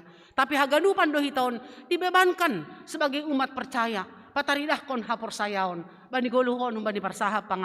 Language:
Batak Simalungun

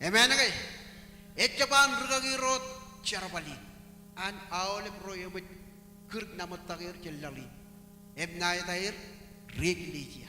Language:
Marshallese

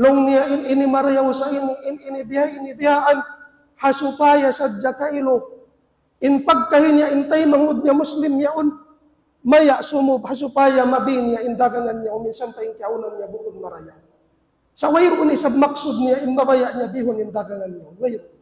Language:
Tausug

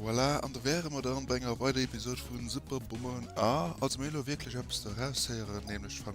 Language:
Luxembourgish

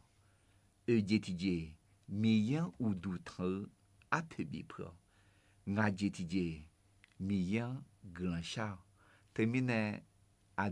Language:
Akha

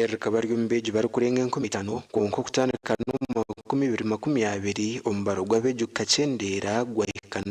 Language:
Nyankole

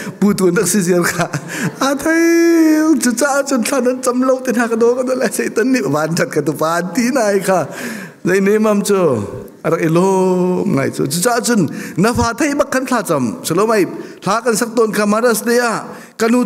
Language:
Hakha Chin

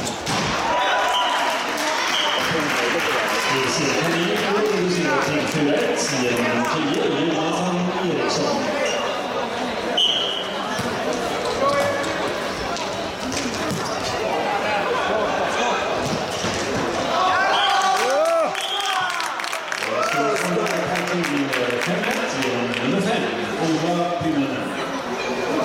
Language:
Swedish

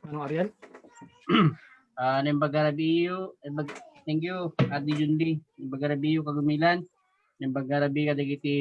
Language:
Iloko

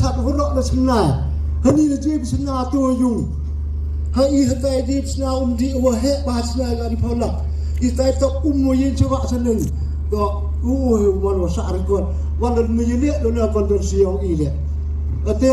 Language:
Khasi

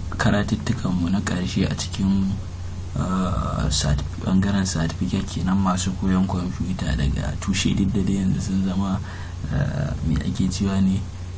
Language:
Hausa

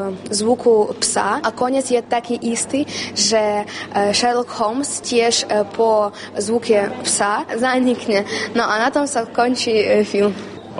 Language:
Slovak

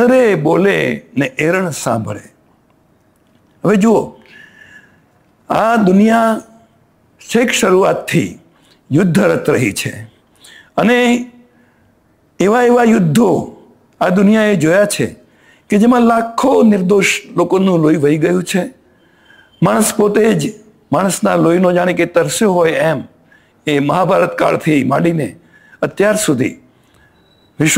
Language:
Gujarati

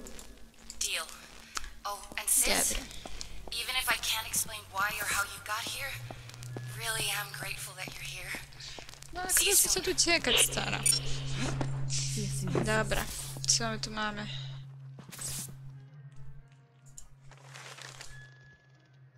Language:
Polish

